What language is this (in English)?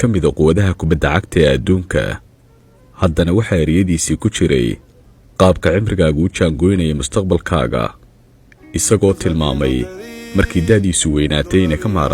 Somali